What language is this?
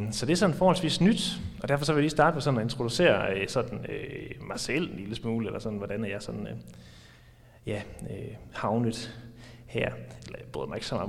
Danish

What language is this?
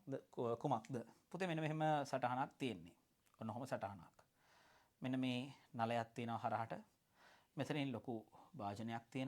Sinhala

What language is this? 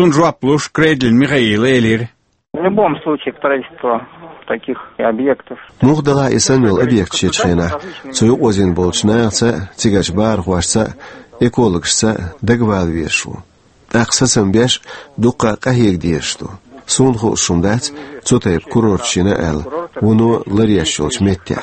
Chechen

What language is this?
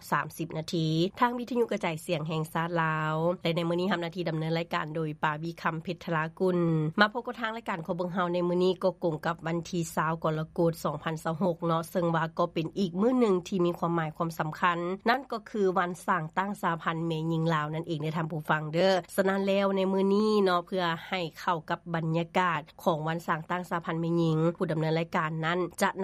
Lao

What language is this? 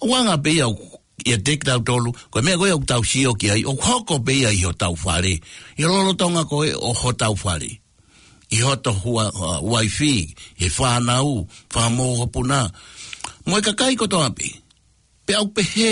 Tongan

